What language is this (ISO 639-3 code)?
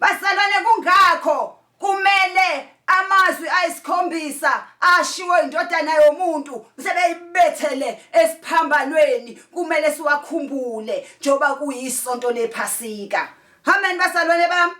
zul